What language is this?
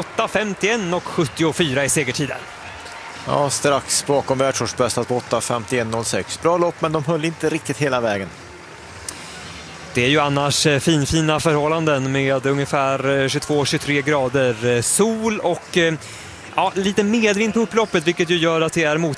Swedish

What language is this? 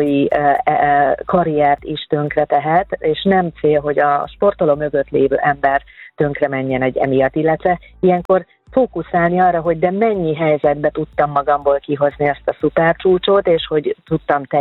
Hungarian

